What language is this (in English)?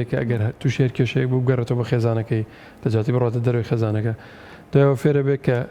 Central Kurdish